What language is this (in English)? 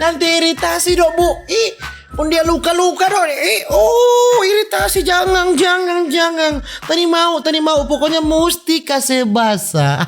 Manado Malay